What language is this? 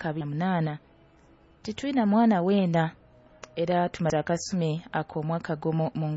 Nyoro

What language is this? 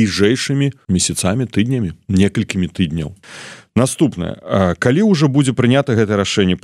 Belarusian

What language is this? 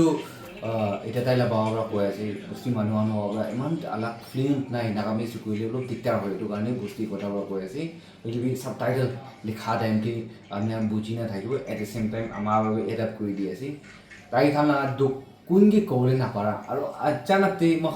Naga Pidgin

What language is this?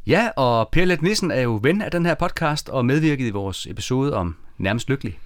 Danish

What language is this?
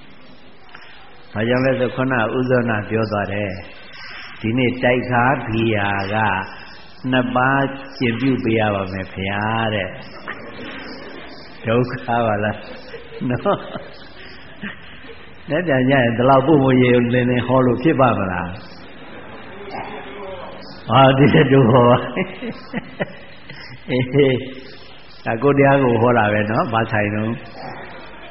Burmese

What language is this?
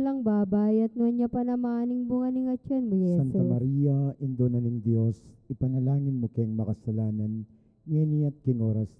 Pampanga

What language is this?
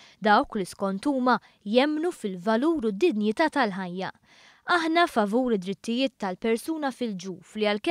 Maltese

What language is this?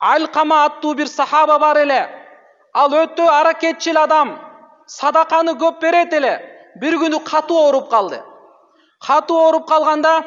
Kyrgyz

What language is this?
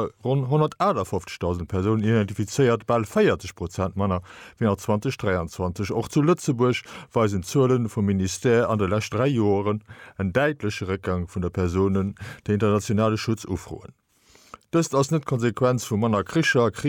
Luxembourgish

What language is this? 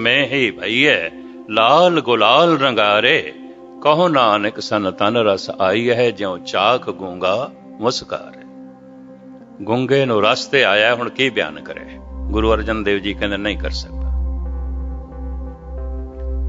Punjabi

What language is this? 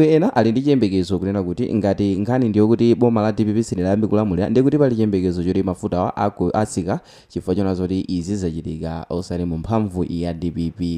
Nyanja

